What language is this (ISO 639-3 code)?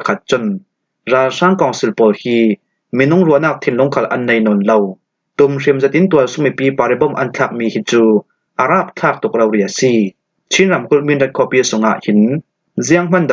cfm